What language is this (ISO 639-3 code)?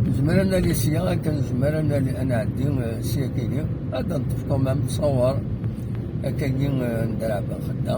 kab